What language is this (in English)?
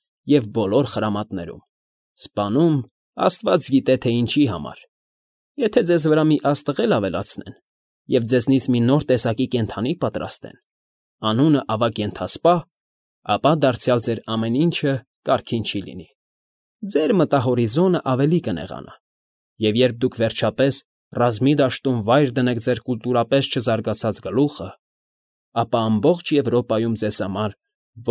Armenian